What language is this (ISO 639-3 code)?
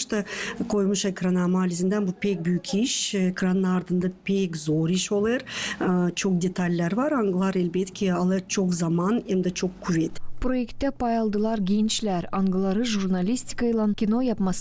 gag